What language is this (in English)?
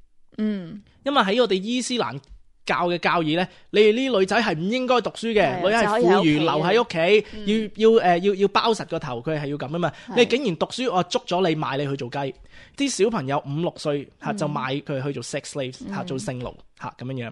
Cantonese